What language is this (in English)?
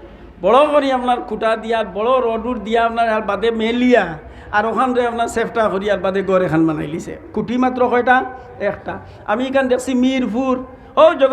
Sylheti